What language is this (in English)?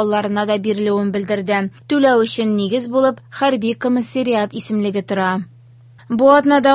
Tatar